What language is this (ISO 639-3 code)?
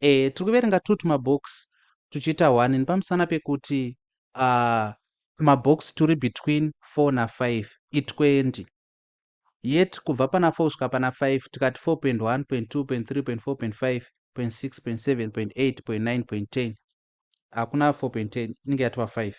sna